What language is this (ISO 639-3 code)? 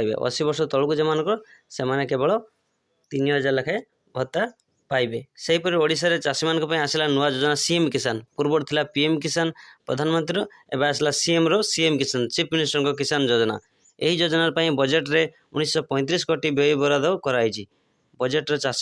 ori